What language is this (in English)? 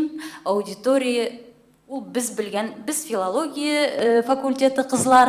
Tatar